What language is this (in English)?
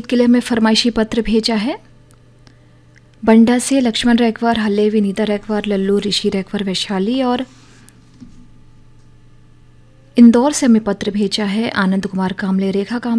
Hindi